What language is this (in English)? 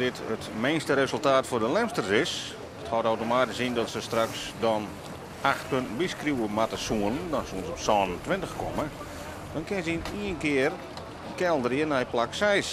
Western Frisian